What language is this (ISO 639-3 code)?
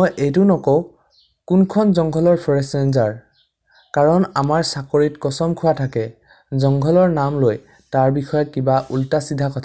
asm